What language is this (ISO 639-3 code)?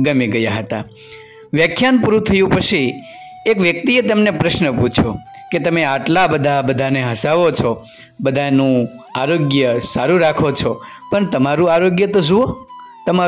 guj